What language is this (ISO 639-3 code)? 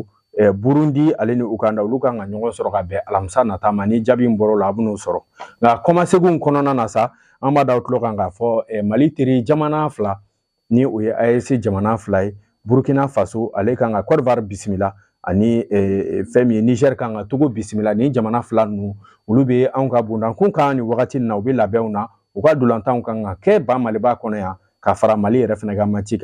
bam